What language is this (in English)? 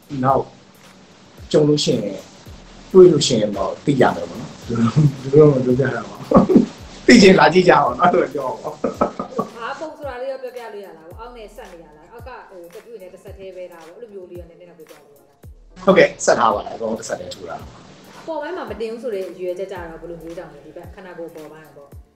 Burmese